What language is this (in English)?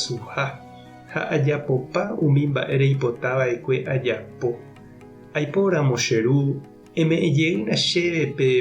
Guarani